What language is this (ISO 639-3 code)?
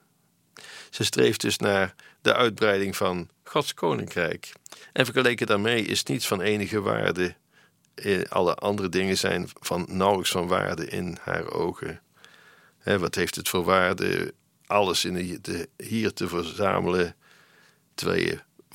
nld